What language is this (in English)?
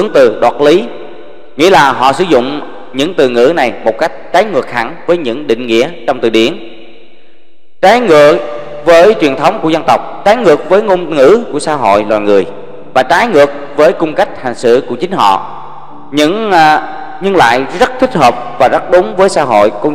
Vietnamese